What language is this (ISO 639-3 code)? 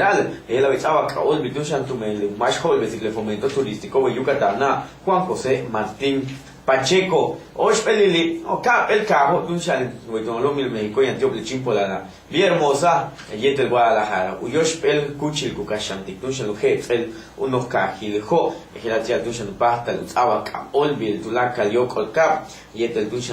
yua